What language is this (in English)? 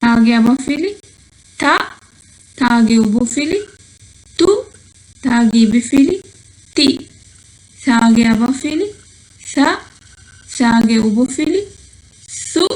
Divehi